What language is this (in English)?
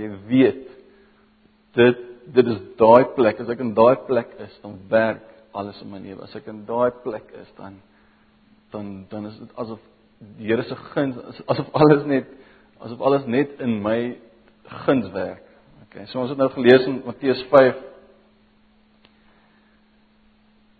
Afrikaans